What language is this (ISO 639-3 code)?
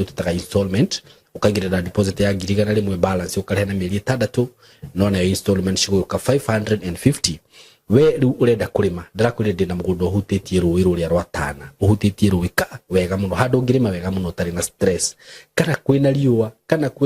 kik